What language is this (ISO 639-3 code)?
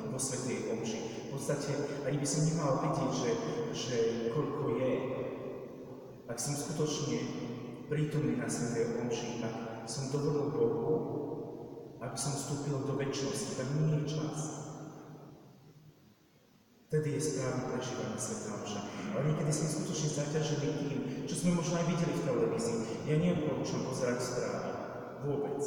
slk